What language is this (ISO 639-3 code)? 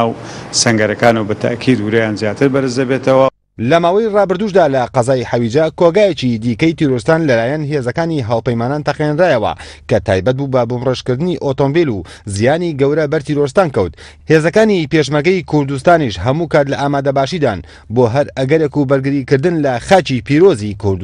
ckb